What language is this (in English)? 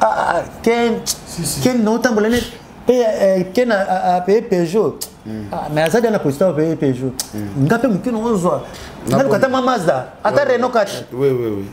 Lingala